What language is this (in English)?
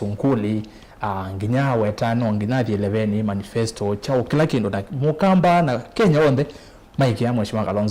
Kamba